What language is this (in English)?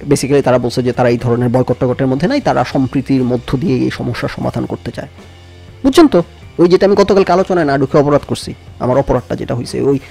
Bangla